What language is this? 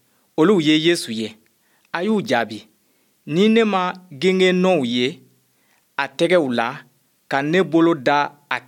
Bambara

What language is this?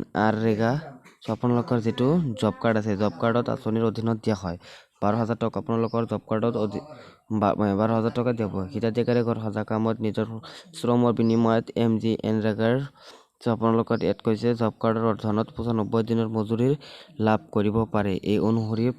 Assamese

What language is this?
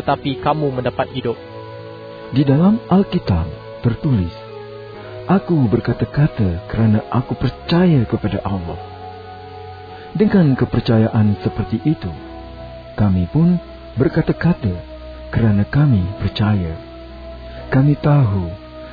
Malay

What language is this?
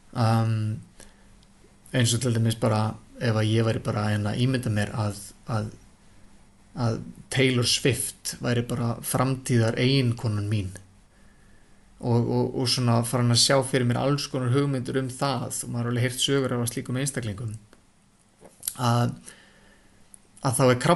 Icelandic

